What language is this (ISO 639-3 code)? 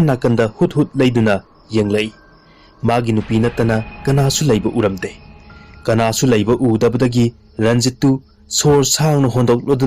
mni